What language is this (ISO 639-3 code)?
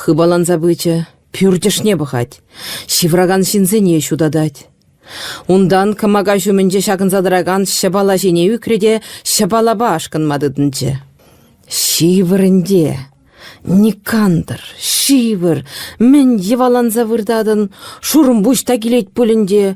chv